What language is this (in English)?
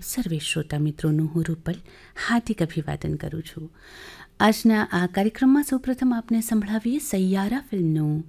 Gujarati